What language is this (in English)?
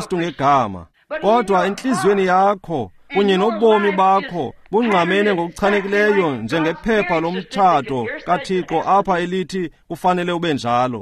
Xhosa